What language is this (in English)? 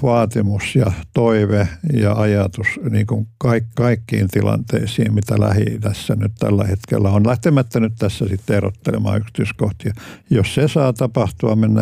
Finnish